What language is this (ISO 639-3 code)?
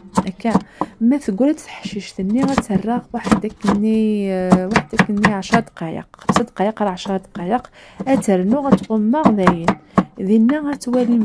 kab